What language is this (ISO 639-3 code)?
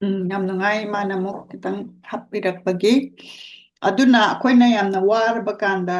mni